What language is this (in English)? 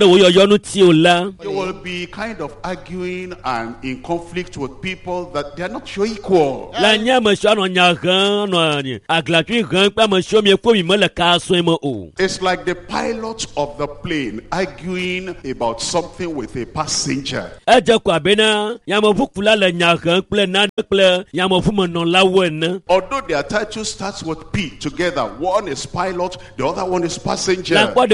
Ewe